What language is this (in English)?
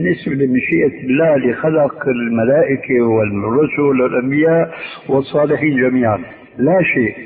Arabic